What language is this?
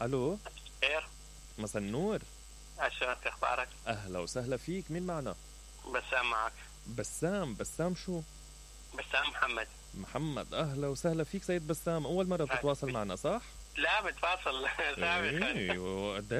Mesopotamian Arabic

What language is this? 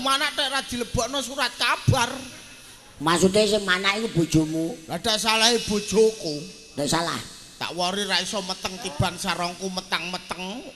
Javanese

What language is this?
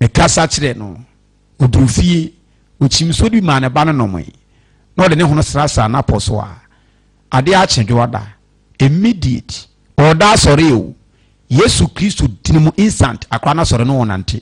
Akan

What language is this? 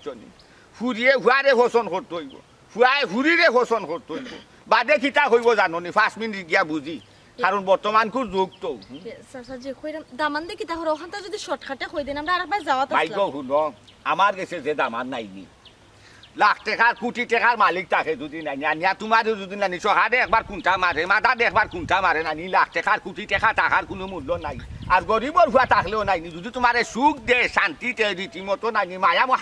Sylheti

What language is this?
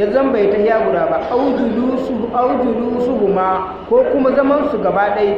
Hausa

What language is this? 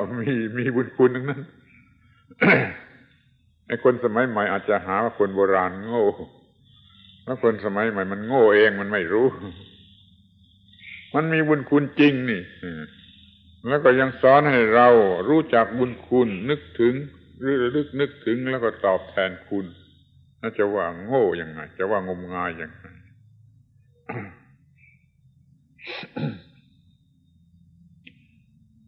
Thai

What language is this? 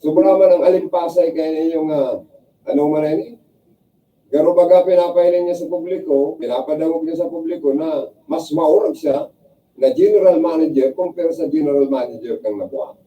Bikol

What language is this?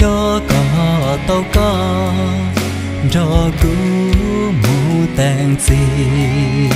Hmong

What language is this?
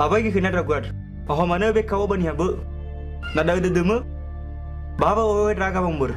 Nias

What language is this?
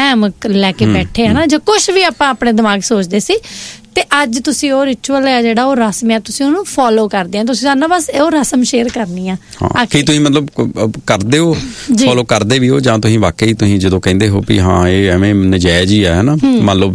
Punjabi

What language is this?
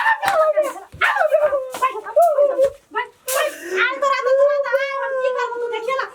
Maithili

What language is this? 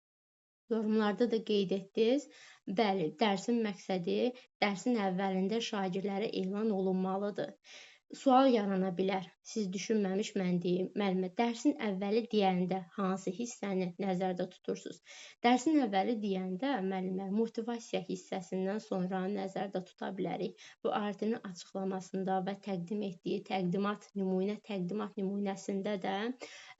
Azerbaijani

